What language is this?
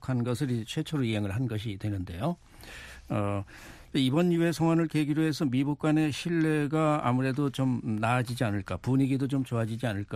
Korean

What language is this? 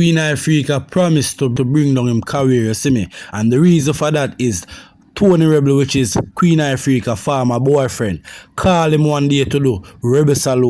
Jamaican Creole English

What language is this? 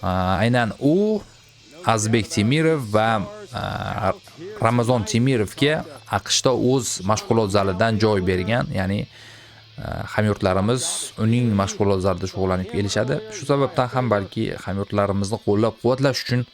Uzbek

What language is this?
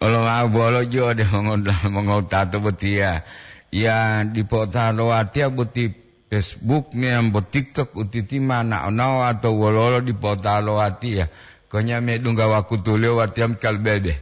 Gorontalo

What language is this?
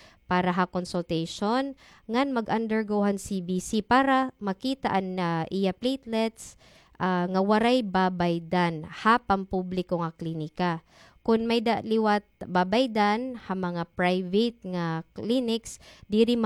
Waray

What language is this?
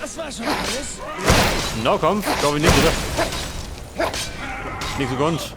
Bavarian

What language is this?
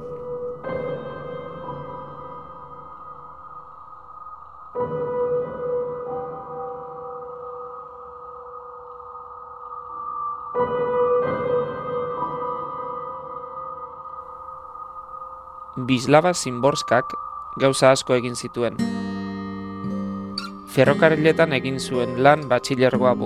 Basque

